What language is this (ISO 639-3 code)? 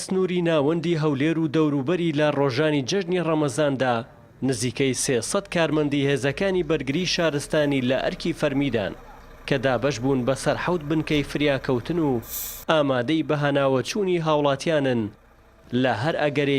ckb